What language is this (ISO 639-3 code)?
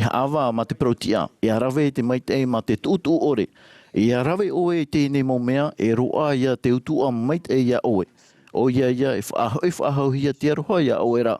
tah